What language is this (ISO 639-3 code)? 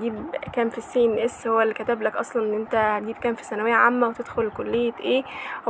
arz